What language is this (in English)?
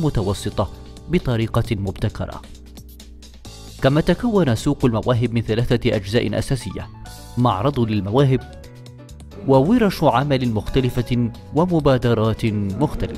Arabic